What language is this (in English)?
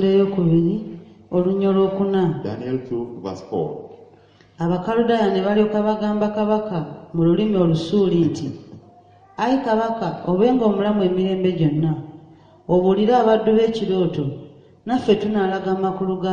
Ganda